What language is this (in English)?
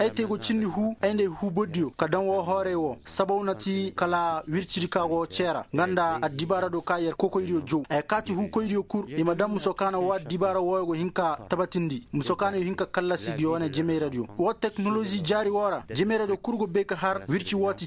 Koyraboro Senni